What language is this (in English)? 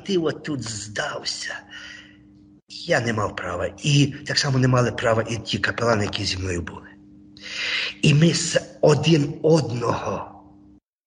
Ukrainian